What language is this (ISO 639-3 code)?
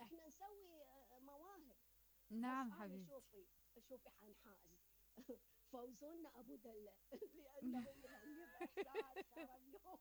acm